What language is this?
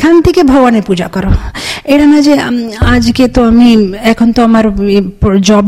Bangla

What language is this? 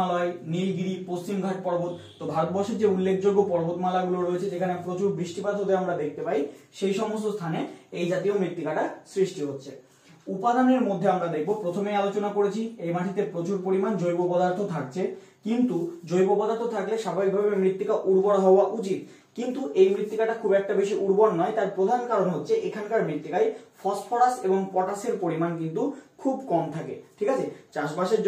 Bangla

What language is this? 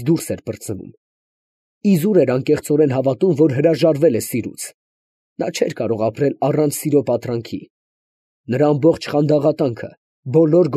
Armenian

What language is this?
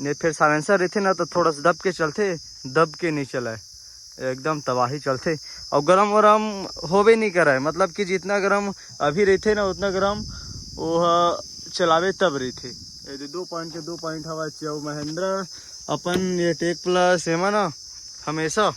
Chhattisgarhi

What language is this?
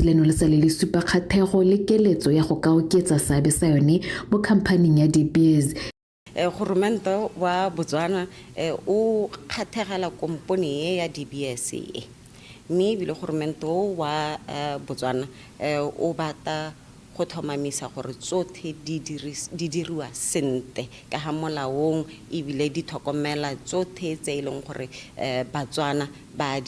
Tswana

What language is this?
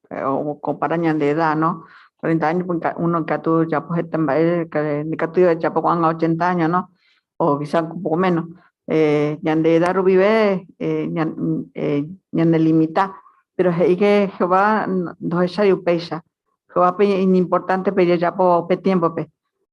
Guarani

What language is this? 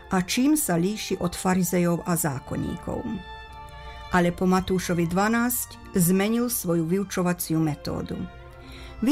Slovak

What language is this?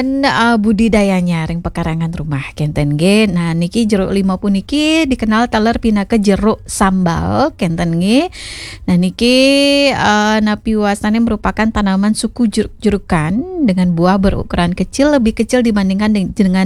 Balinese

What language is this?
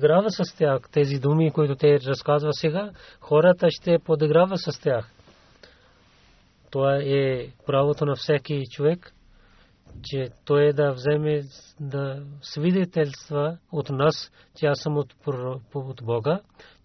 Bulgarian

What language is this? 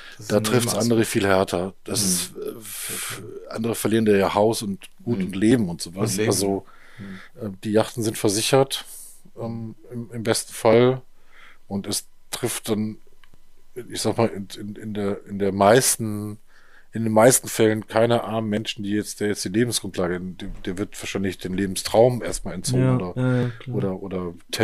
German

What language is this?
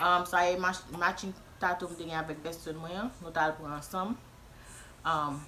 Haitian Creole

